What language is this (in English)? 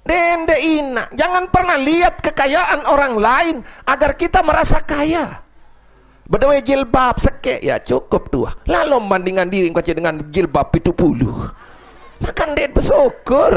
Sasak